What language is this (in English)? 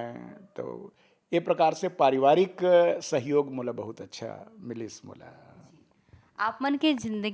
Chhattisgarhi